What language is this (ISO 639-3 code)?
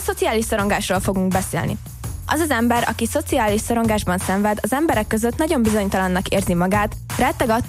hun